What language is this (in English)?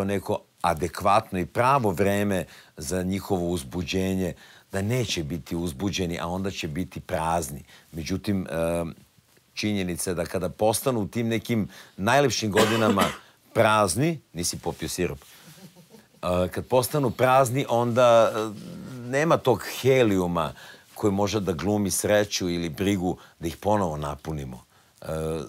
Serbian